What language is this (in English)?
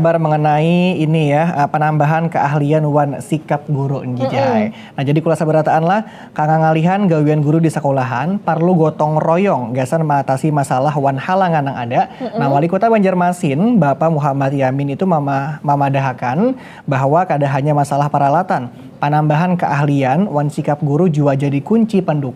Banjar